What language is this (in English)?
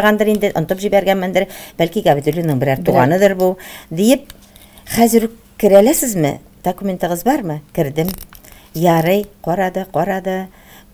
Tatar